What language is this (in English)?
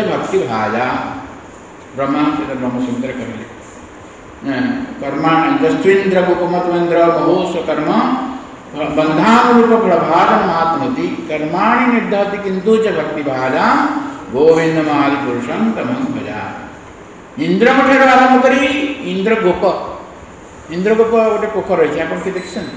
Odia